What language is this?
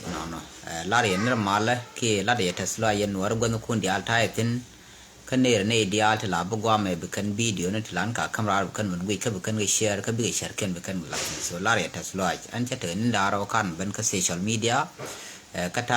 Nuer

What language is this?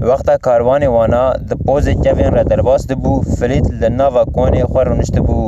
Kurdish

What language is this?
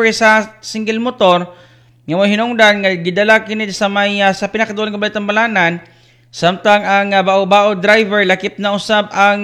Cebuano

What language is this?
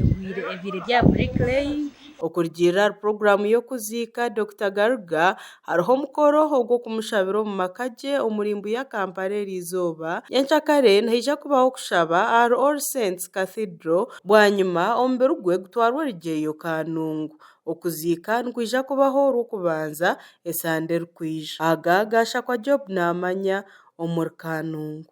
Nyankole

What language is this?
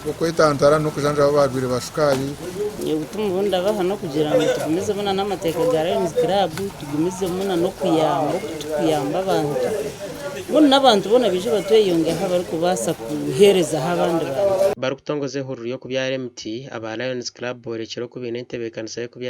Nyankole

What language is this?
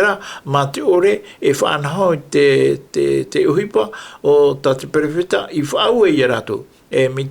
Tahitian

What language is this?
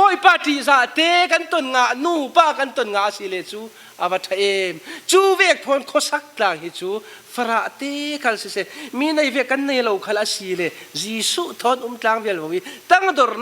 Falam Chin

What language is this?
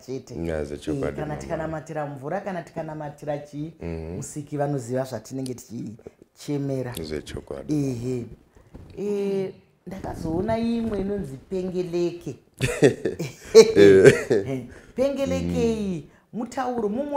Shona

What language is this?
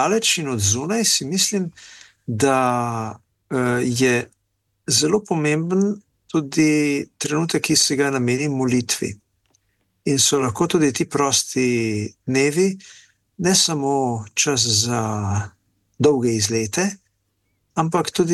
Slovenian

